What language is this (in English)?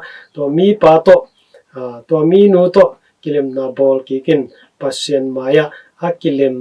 Tedim Chin